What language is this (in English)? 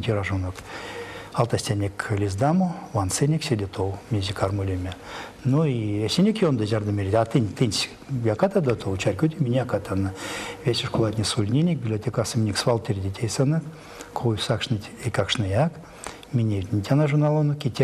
Erzya